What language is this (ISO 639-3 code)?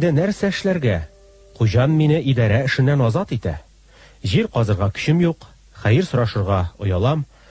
tat